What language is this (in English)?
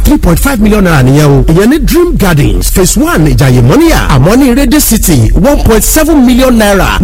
Yoruba